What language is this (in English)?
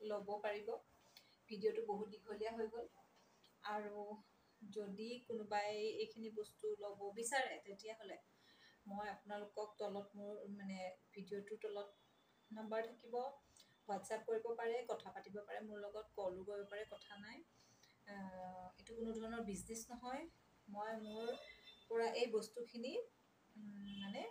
Assamese